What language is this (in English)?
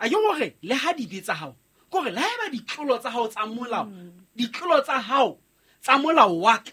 Southern Sotho